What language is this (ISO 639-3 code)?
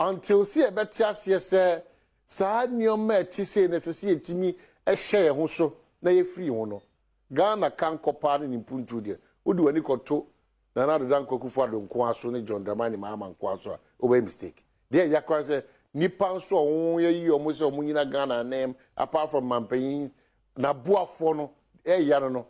aka